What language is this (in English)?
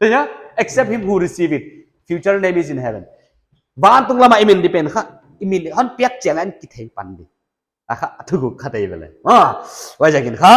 Paite Chin